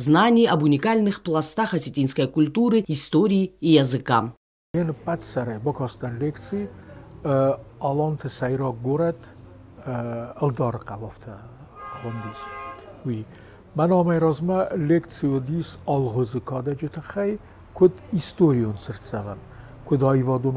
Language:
Ossetic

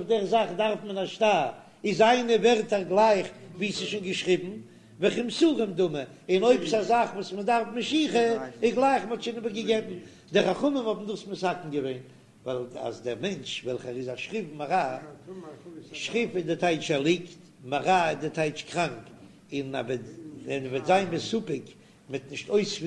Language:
Yiddish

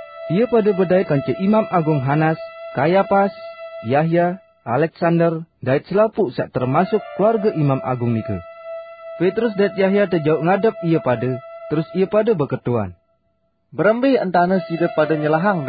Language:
Sasak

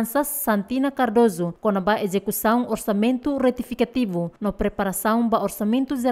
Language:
Tetum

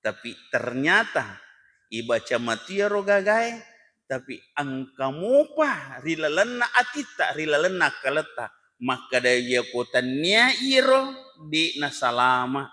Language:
Buginese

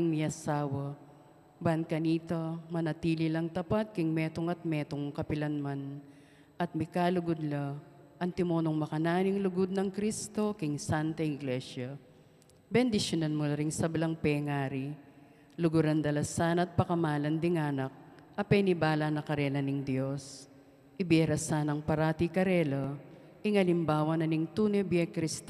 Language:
Pampanga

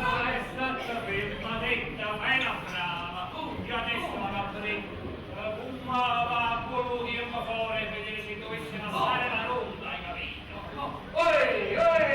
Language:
Neapolitan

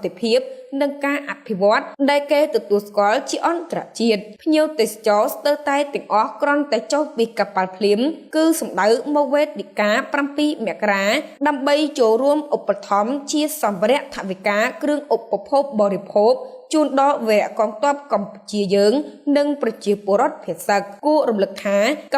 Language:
Khmer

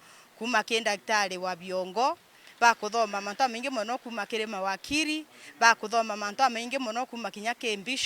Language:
Meru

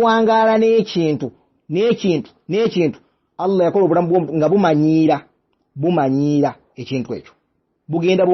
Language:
Ganda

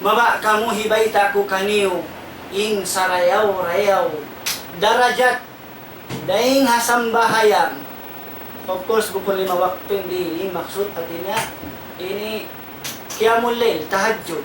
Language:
Tausug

